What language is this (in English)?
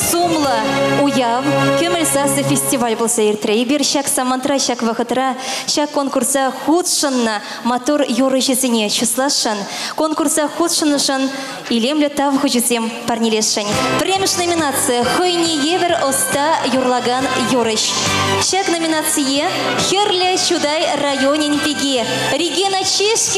Chuvash